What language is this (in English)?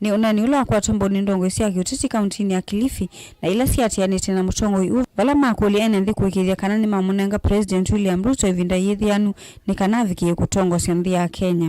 Kamba